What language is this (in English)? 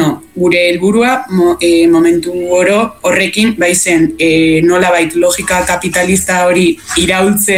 Basque